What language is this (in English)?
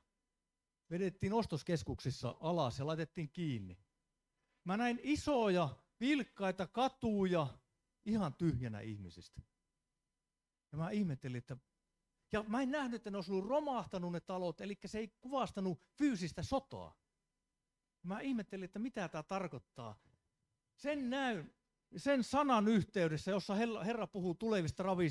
Finnish